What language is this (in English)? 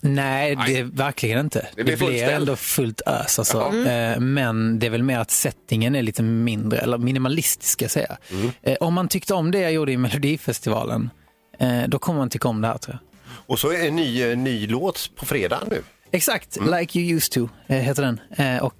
Swedish